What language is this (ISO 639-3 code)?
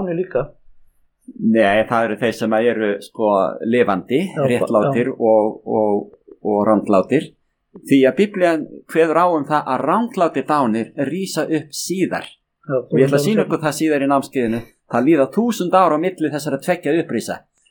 isl